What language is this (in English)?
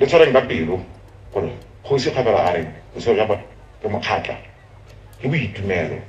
Tswana